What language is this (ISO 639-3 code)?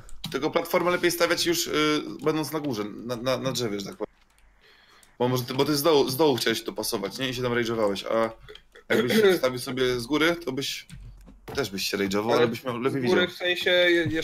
pol